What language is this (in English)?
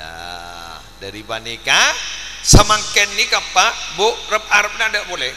Madurese